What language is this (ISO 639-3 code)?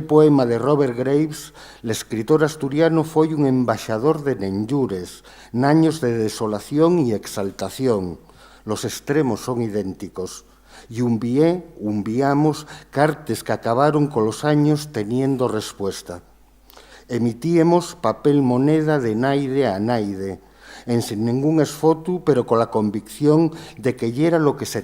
ast